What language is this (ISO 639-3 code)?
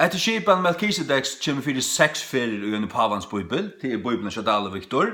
fao